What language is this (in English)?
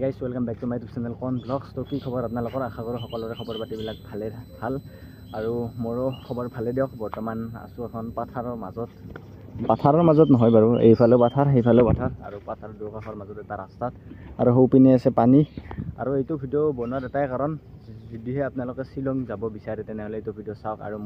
Assamese